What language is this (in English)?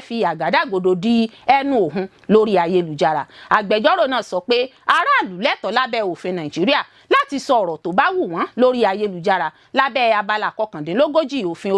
Yoruba